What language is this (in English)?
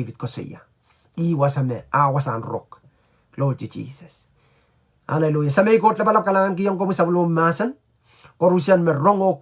Pohnpeian